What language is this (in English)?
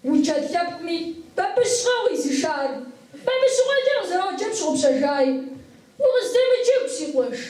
Kabardian